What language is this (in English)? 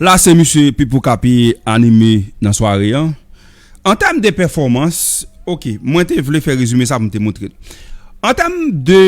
Haitian Creole